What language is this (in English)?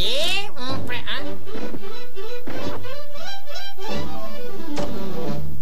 Portuguese